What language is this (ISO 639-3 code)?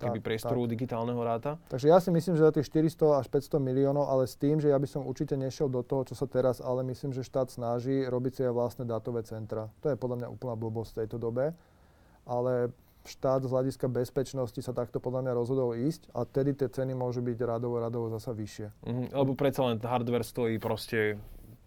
slk